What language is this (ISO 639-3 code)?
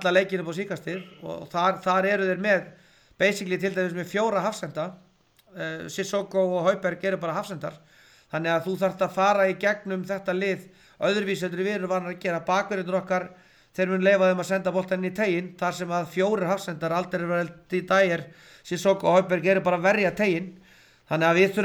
isl